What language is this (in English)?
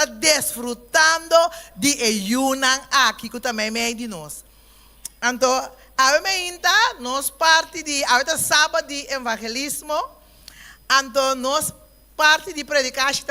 Papiamento